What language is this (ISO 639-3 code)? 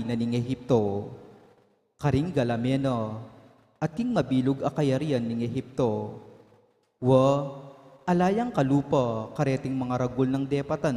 pam